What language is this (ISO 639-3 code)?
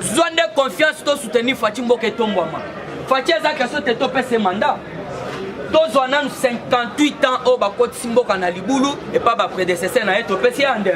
lin